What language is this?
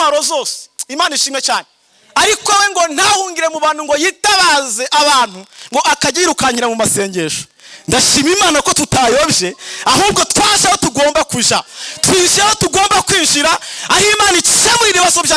Kinyarwanda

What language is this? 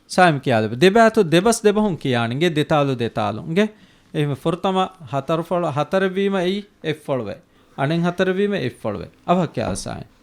Divehi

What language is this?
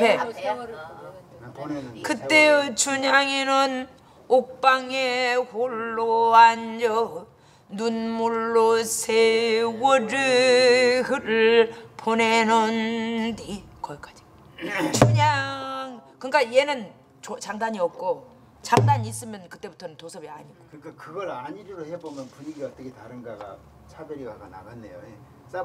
Korean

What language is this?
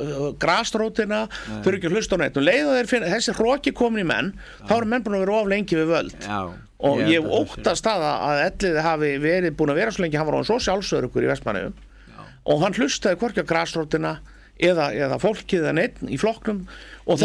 Icelandic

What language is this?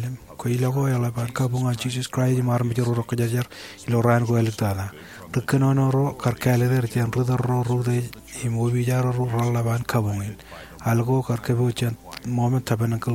Marshallese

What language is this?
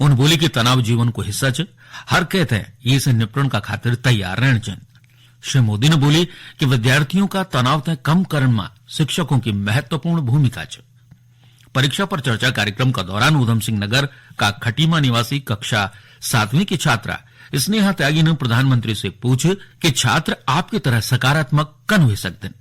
Garhwali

